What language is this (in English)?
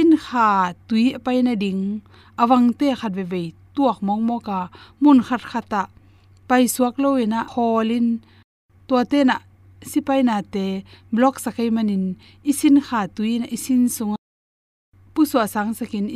Tedim Chin